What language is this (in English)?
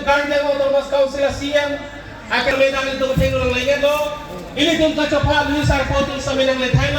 Karbi